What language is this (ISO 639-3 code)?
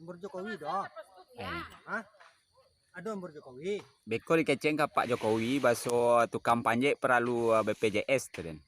min